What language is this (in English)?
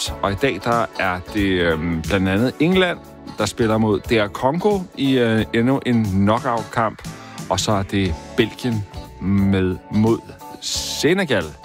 Danish